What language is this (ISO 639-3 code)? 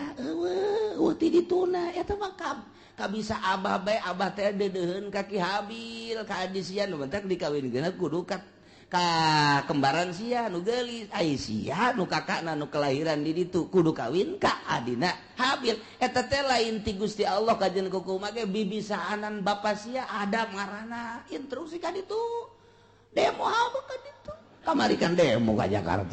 sun